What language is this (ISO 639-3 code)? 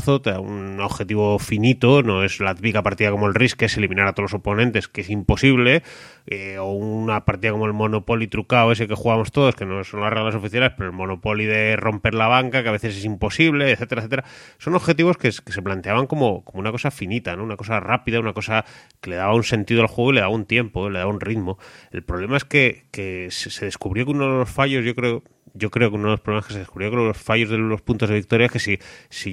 spa